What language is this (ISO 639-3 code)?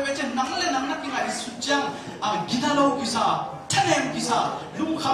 ctd